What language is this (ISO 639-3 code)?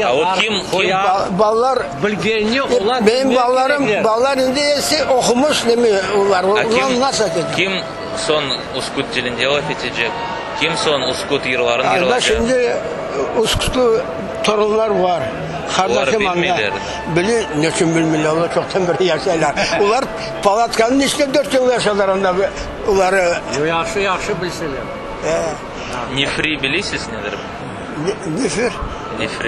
crh